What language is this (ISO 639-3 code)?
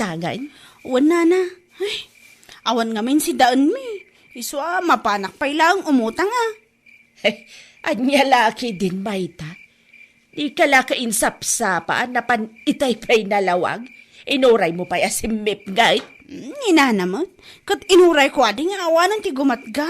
ilo